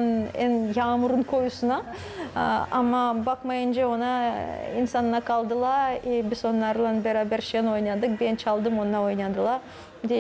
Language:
Gagauz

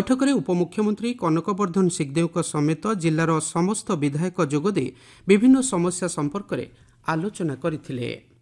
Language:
Odia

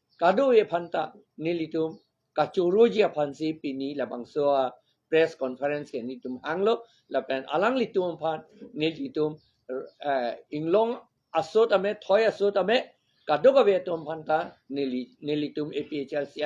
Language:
Karbi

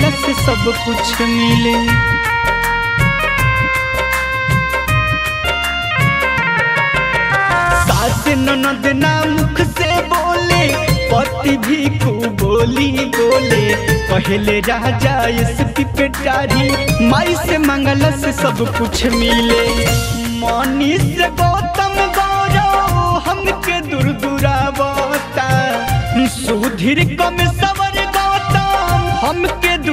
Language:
Bhojpuri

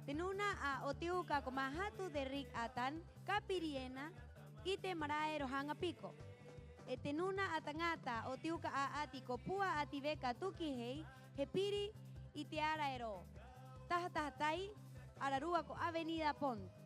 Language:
Rapanui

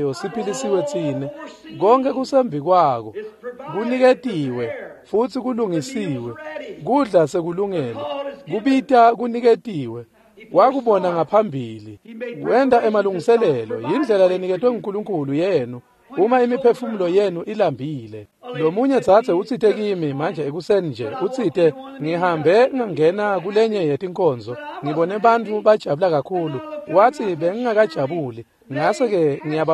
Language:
Swati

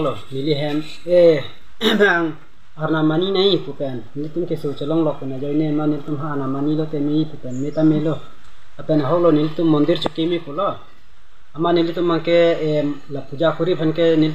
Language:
Karbi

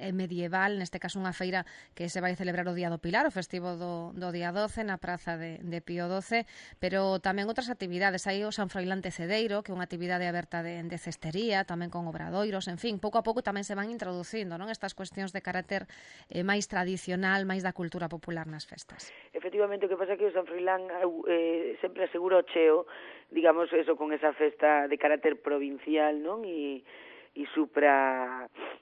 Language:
Galician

